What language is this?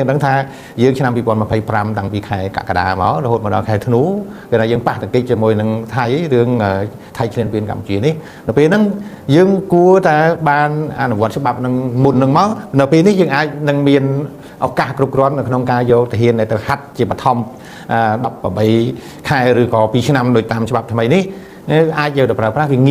Khmer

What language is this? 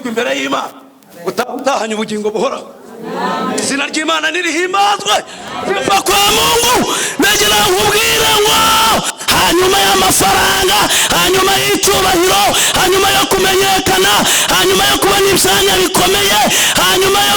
Kinyarwanda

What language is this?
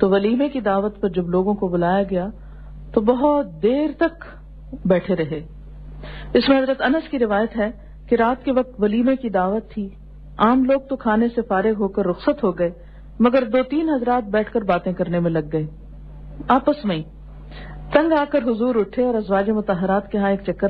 Urdu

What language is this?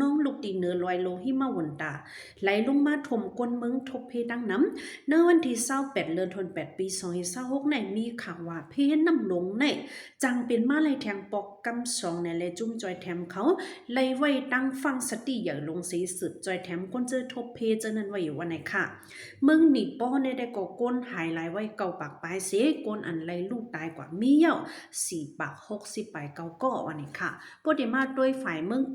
Shan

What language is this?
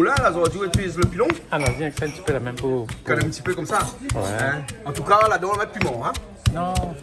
Réunion Creole French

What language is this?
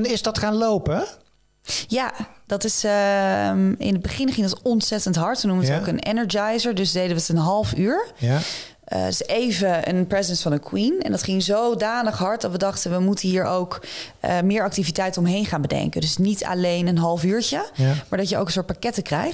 Dutch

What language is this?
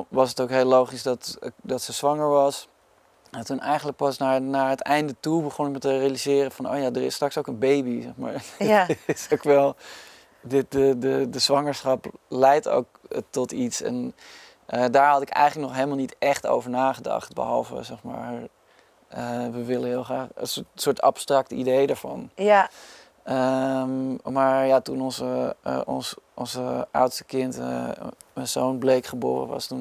Dutch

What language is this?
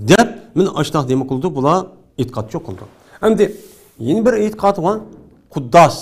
Uyghur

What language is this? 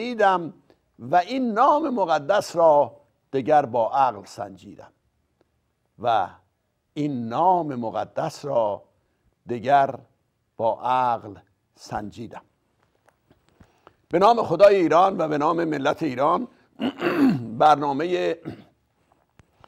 Persian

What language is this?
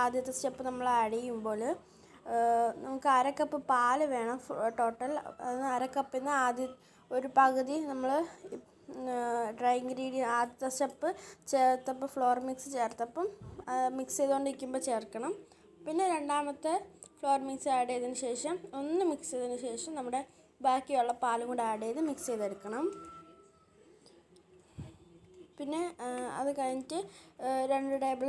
Malayalam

